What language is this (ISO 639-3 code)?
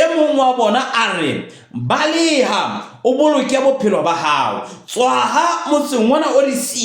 sot